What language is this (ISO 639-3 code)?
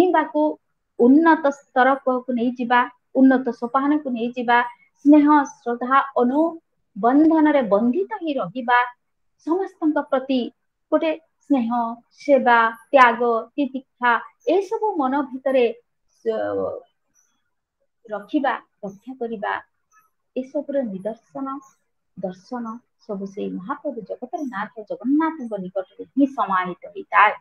ori